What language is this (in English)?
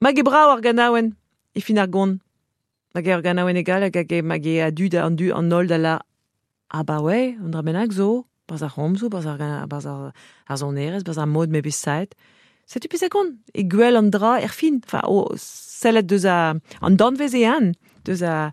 Breton